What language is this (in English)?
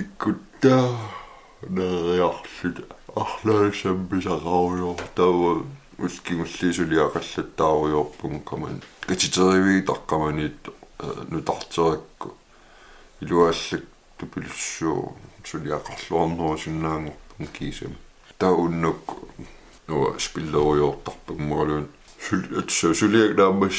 Kalaallisut